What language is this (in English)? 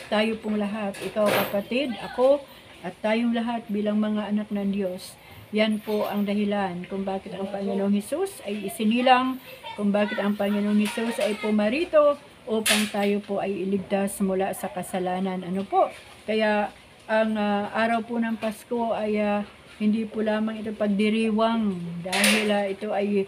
Filipino